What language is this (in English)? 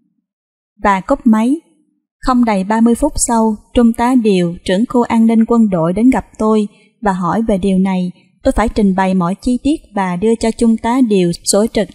Vietnamese